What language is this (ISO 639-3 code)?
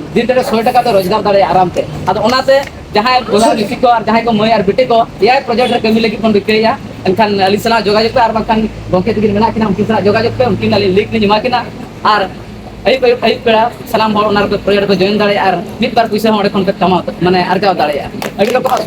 sat